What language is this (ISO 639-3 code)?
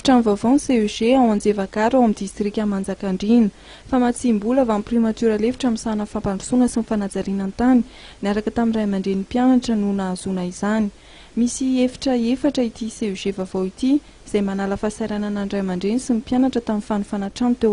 mlg